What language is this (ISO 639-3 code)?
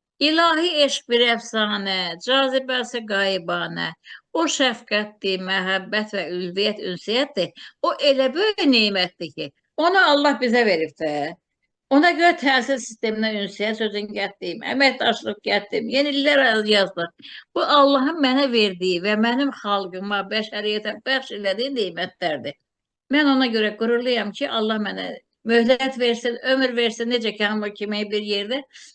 aze